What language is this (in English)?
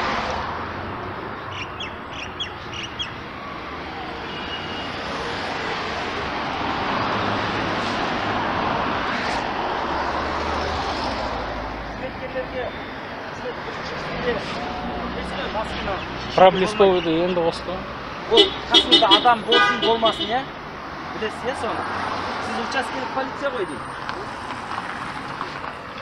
Kazakh